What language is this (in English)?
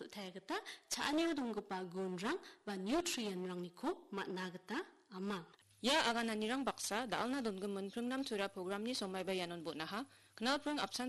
Garo